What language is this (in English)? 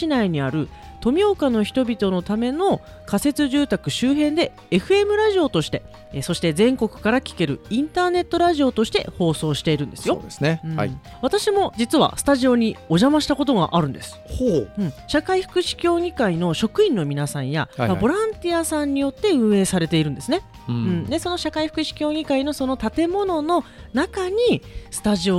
Japanese